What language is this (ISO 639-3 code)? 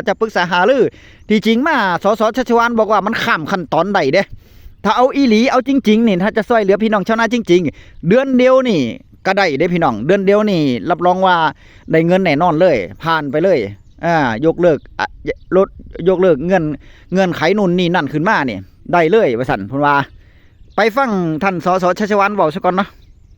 tts